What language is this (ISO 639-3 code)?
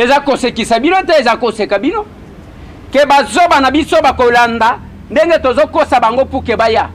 lin